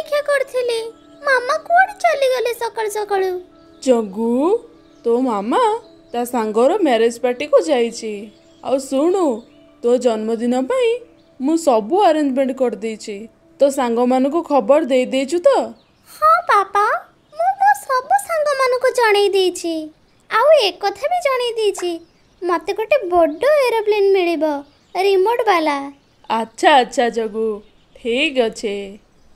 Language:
Odia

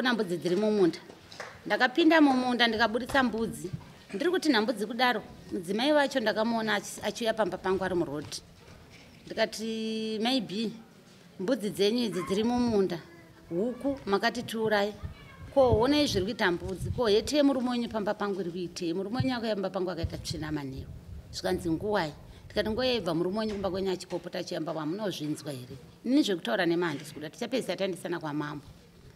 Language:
Shona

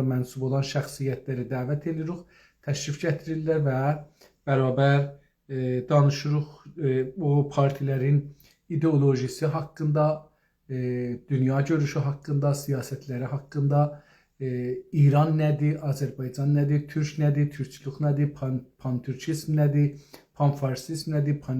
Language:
South Azerbaijani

